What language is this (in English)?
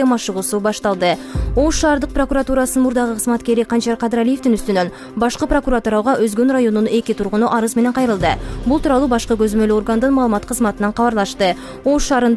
Kyrgyz